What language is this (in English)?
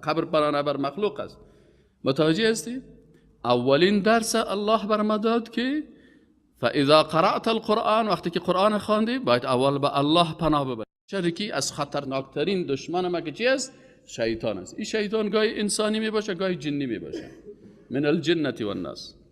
Persian